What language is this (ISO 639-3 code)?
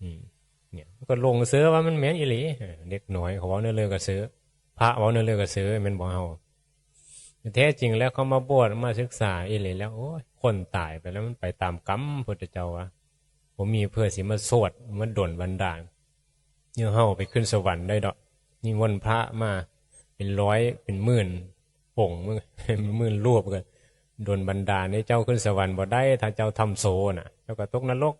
tts